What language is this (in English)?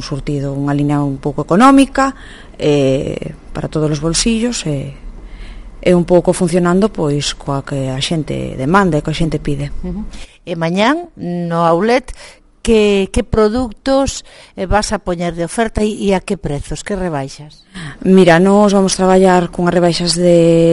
Galician